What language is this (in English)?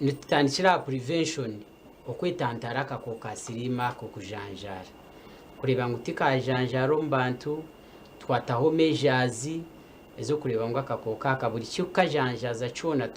Nyankole